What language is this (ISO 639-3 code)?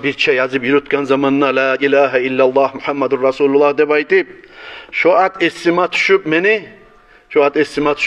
kum